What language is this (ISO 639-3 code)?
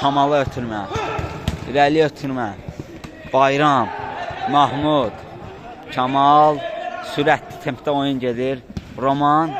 aze